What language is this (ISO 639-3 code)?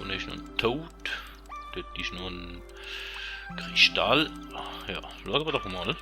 gsw